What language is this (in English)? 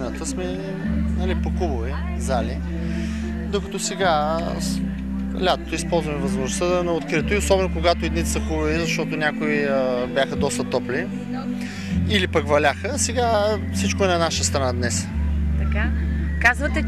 Bulgarian